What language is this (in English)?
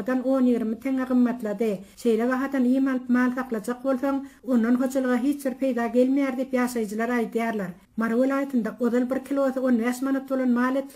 Turkmen